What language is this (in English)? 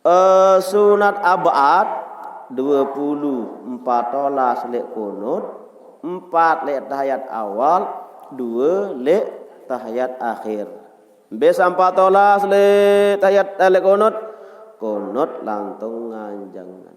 Sasak